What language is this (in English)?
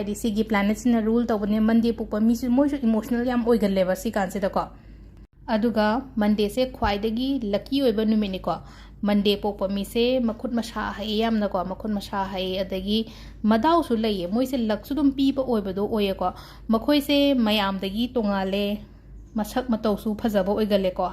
Manipuri